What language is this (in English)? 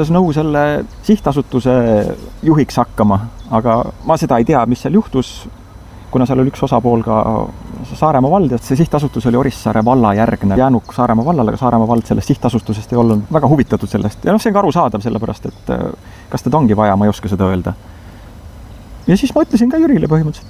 Estonian